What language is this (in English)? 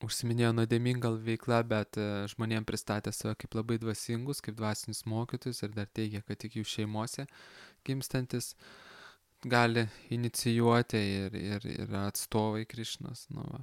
Lithuanian